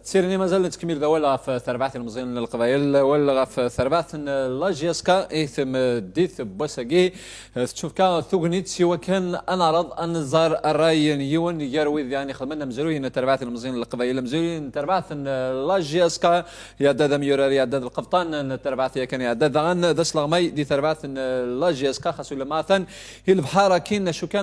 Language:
Kabyle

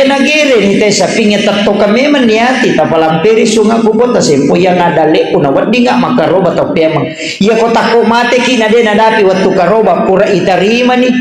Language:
Buginese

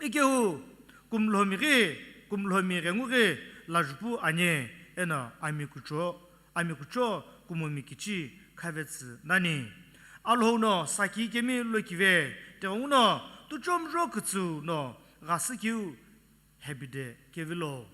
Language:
Sumi Naga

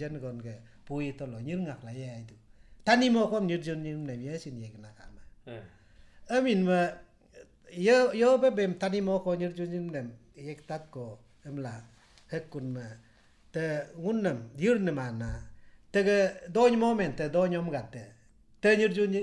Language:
Galo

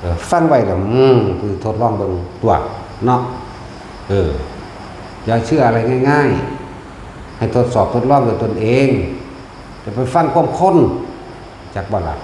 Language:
Northeastern Thai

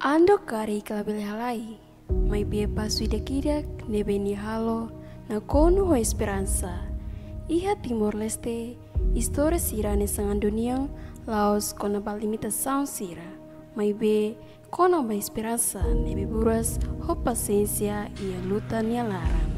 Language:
Tetum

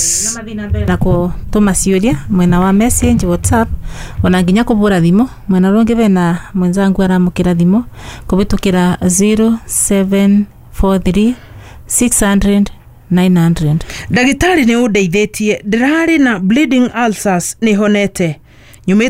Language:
Kikuyu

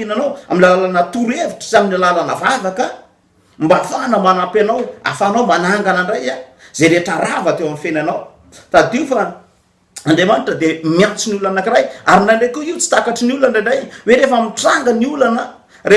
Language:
Malagasy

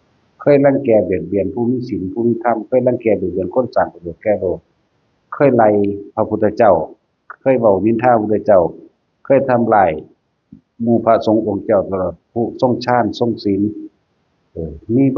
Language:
Northeastern Thai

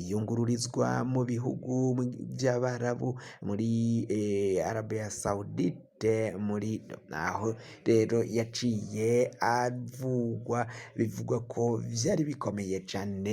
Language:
Rundi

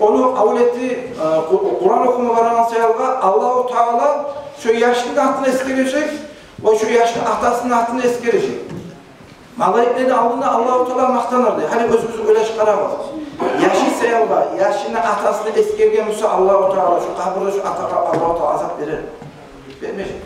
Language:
Kumyk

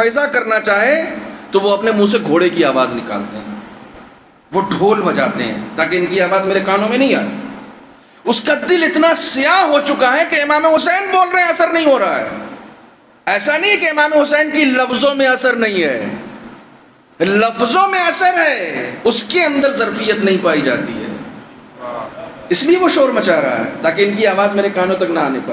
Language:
Urdu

